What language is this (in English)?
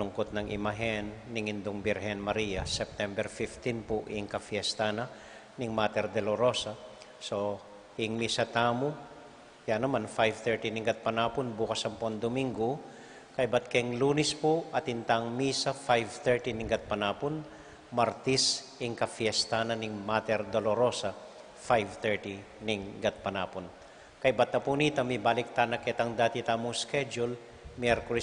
Pampanga